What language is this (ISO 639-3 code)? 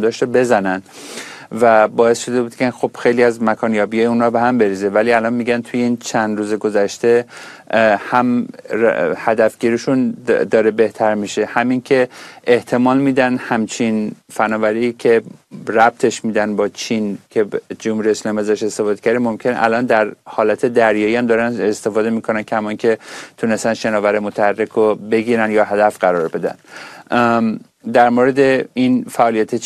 fas